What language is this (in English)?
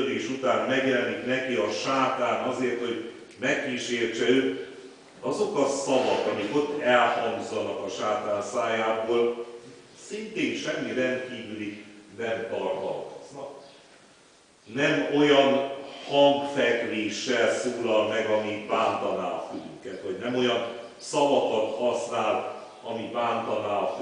Hungarian